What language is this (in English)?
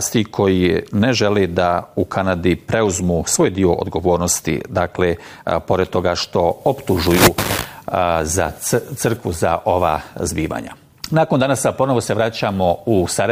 Bosnian